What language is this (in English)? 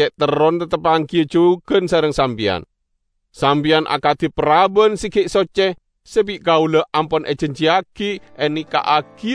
Madurese